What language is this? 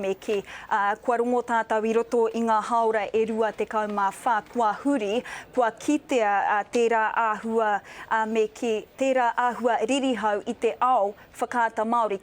Māori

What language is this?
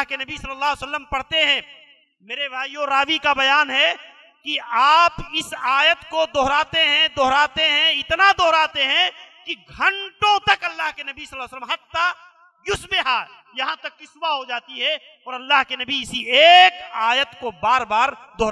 Urdu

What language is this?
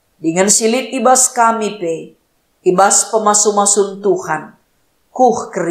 Batak Karo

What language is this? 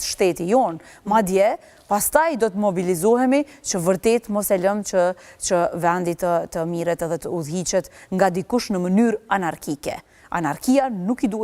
Albanian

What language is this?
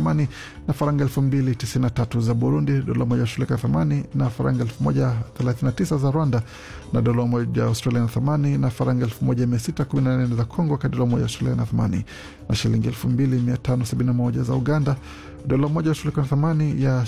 Swahili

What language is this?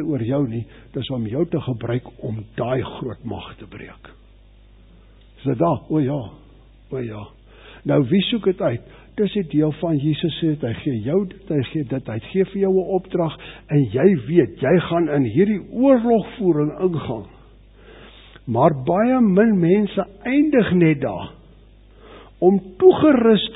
Afrikaans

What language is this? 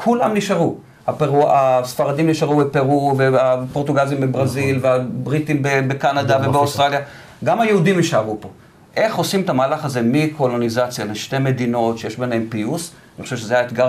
Hebrew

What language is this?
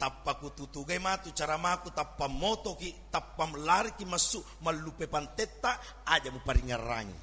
Buginese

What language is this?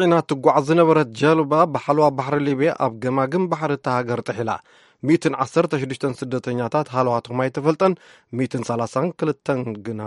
Tigrinya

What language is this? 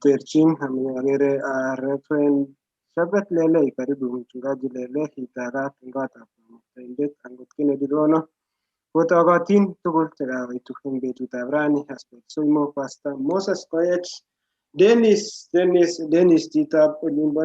Kalenjin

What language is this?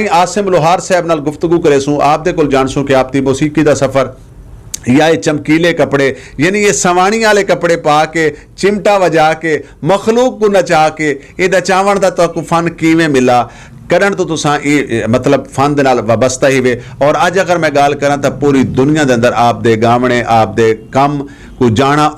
Western Panjabi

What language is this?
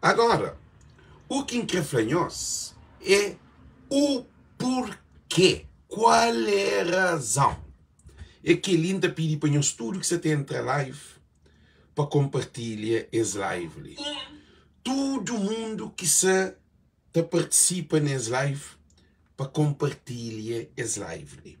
Kabuverdianu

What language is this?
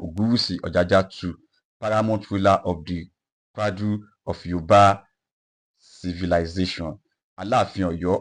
Yoruba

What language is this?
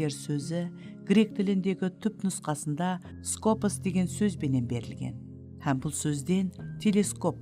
Kara-Kalpak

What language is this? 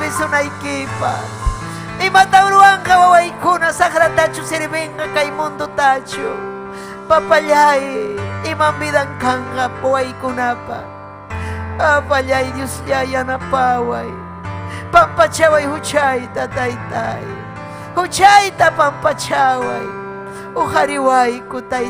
Ayacucho Quechua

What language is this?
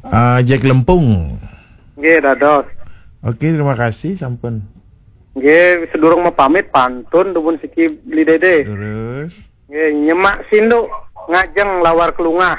Balinese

